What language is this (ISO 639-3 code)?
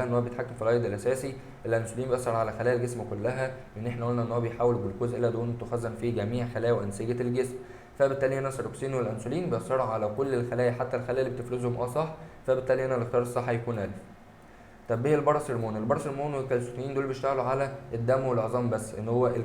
arz